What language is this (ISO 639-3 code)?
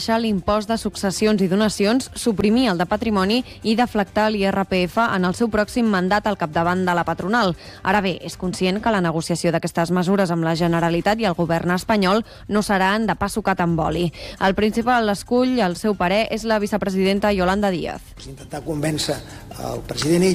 cat